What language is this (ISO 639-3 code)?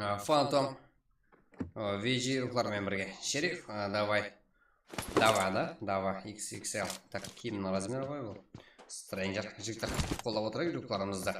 kaa